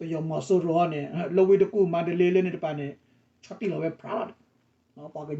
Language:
S'gaw Karen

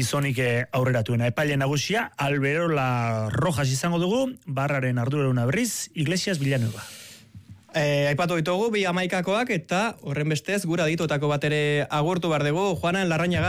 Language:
Basque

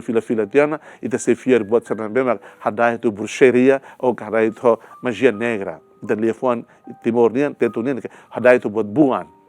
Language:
Tetum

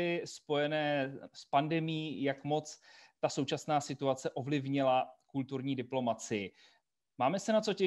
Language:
Czech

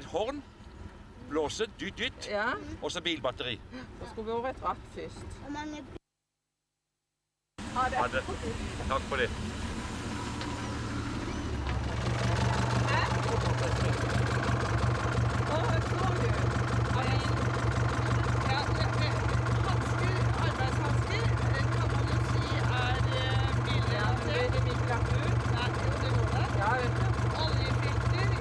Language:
Norwegian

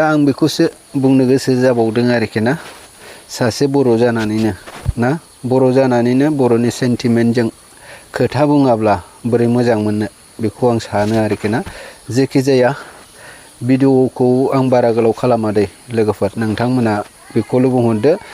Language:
Bodo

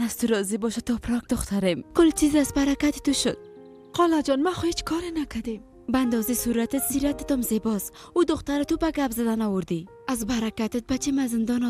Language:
Persian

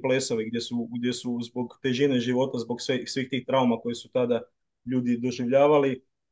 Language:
Croatian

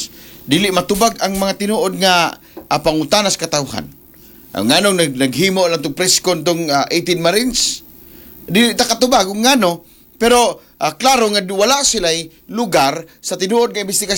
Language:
Cebuano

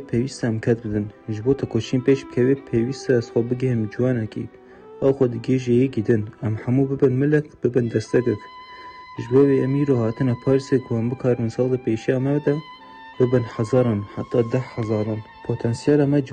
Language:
Kurdish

